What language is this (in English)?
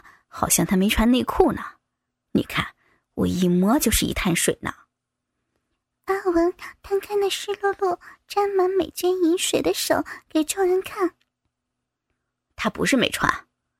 Chinese